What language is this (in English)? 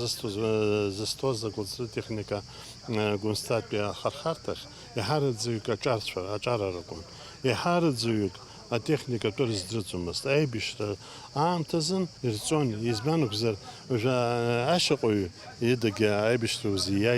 Abkhazian